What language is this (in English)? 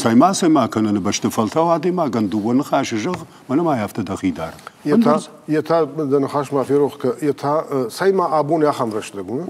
Ossetic